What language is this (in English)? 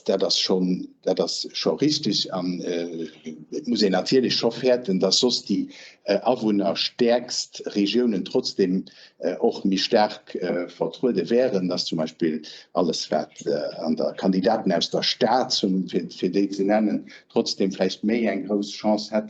Luxembourgish